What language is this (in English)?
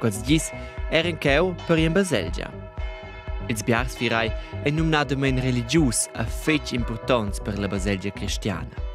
Romansh